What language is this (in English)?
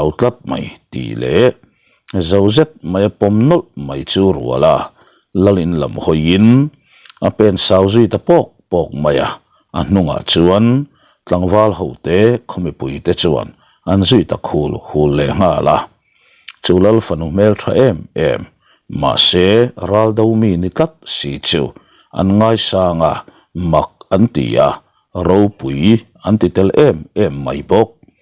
Mizo